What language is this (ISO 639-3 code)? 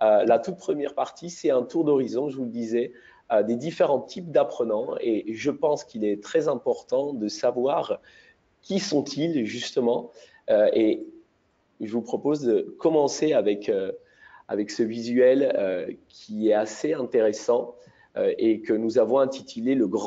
fra